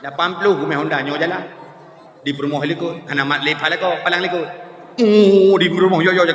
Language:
Achinese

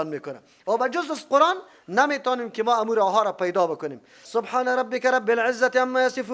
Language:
Persian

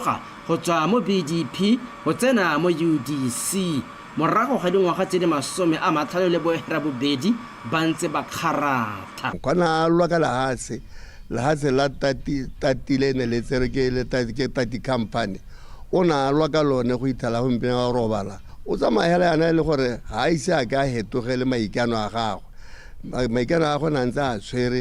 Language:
Tswana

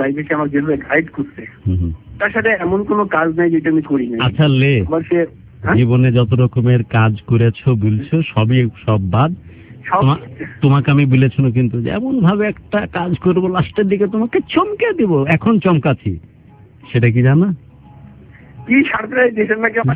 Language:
Bangla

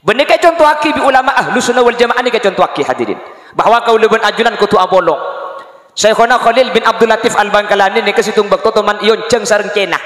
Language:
Madurese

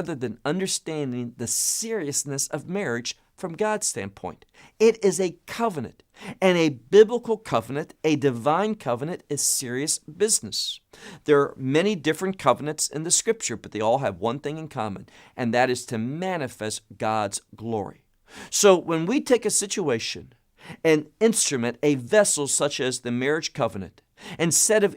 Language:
English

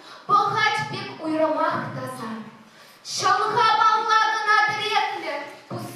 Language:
Chuvash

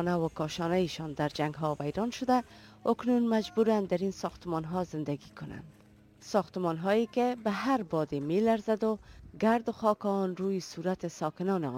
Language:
Persian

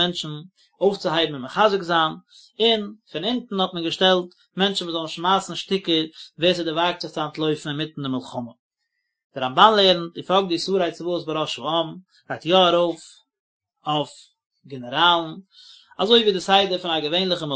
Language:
Yiddish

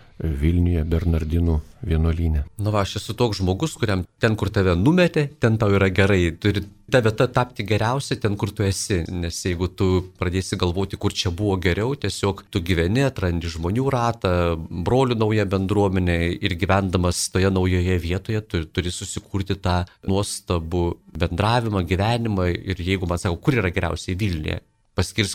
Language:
Lithuanian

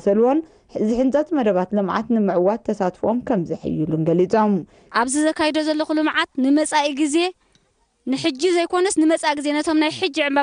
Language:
Tigrinya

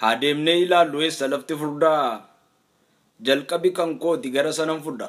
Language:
Oromo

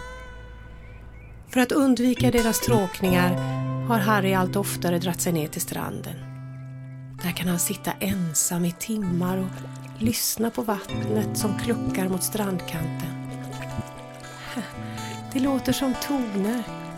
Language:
Swedish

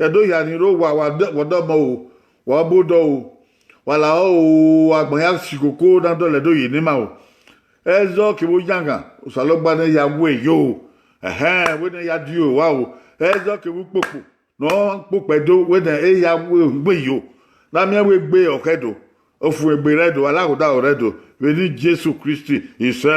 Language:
Bini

